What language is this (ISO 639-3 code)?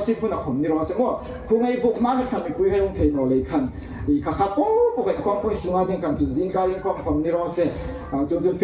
hmr